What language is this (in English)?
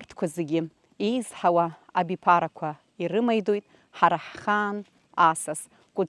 Abkhazian